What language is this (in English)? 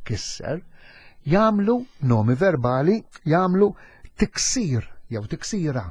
Maltese